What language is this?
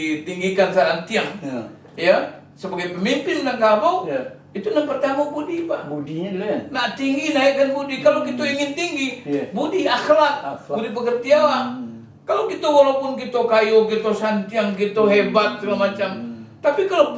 Minangkabau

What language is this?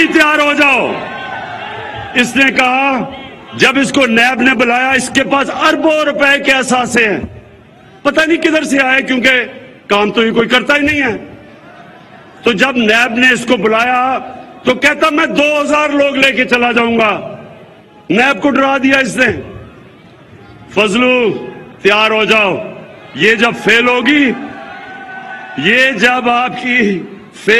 Urdu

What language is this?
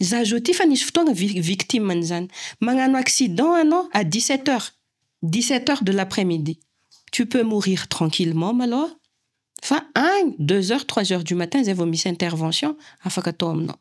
Malagasy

